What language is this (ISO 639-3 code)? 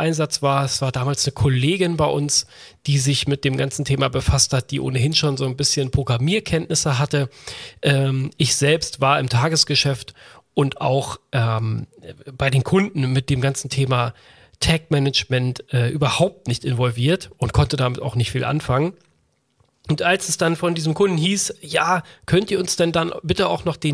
deu